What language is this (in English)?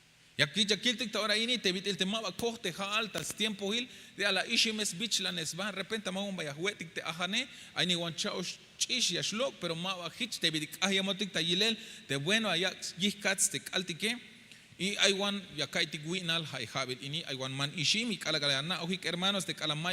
Tzeltal